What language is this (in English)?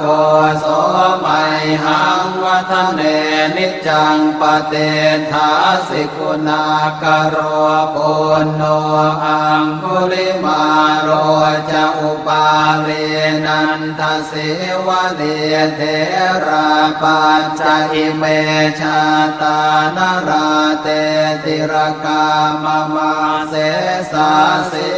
Pali